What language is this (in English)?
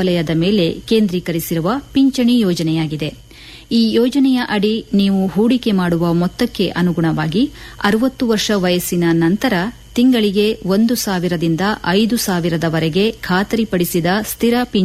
Kannada